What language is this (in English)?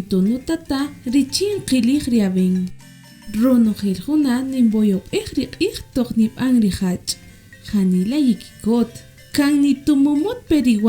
Kaqchikel